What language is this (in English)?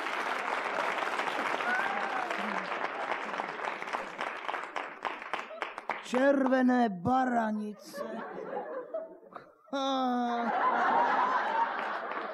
Slovak